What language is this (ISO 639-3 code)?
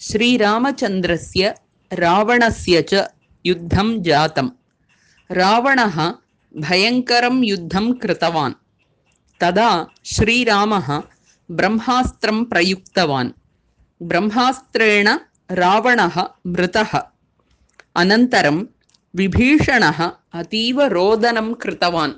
san